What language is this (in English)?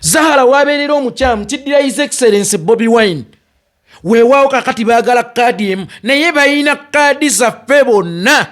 Ganda